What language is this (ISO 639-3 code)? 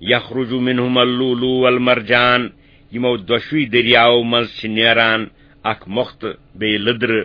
kas